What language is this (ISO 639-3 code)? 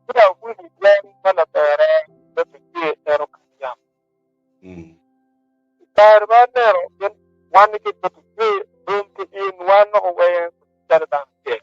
ach